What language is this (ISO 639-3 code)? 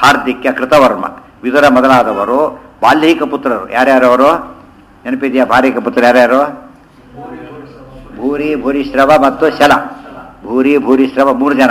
kan